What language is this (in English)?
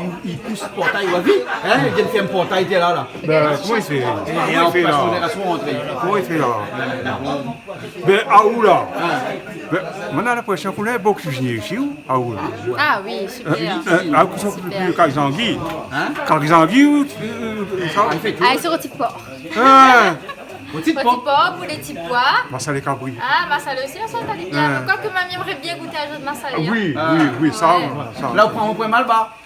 Réunion Creole French